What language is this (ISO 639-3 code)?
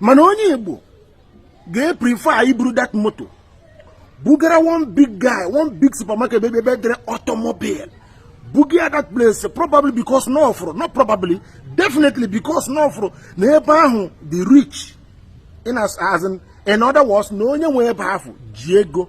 ibo